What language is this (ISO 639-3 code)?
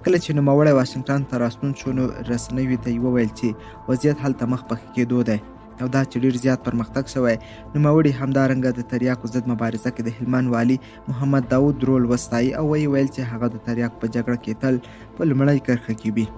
pus